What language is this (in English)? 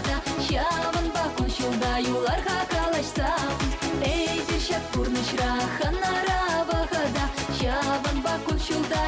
Chuvash